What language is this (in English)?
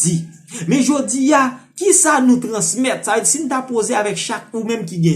Haitian Creole